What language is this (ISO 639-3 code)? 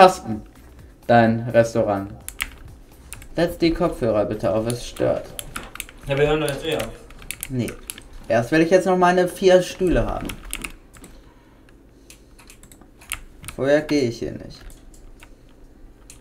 deu